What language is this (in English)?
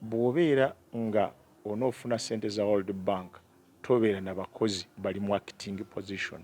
Ganda